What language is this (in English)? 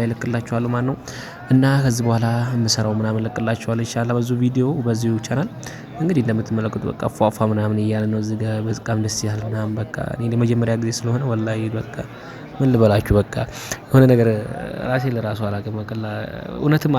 Amharic